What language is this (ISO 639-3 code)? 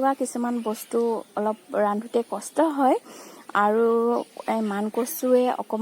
asm